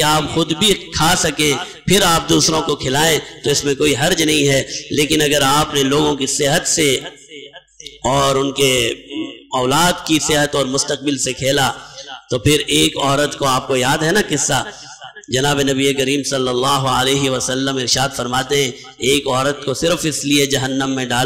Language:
Urdu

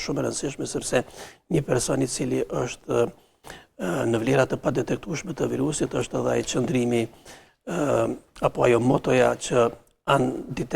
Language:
Albanian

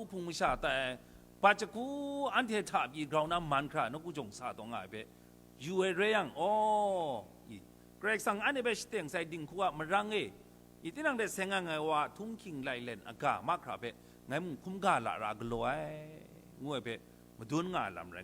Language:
Kachin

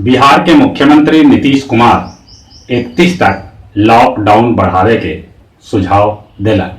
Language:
Magahi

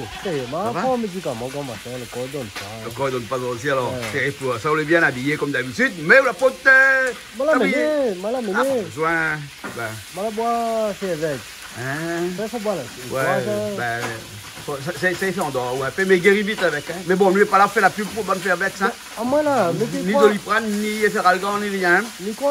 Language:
Réunion Creole French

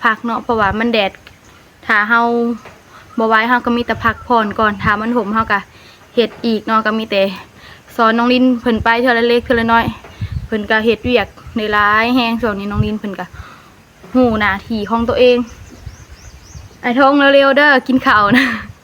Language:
Lao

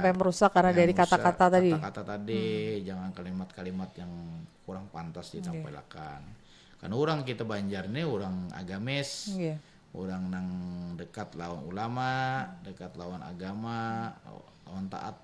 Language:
Banjar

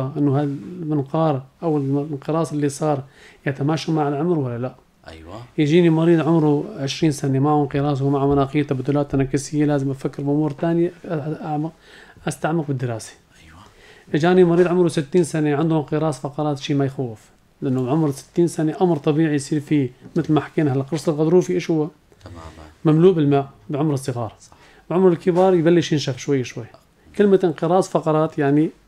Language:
North Levantine Arabic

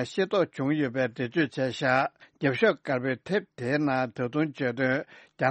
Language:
Tibetan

